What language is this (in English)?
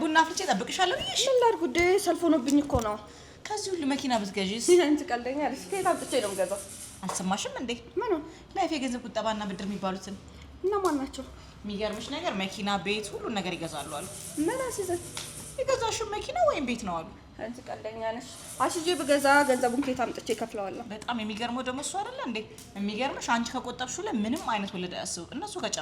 Amharic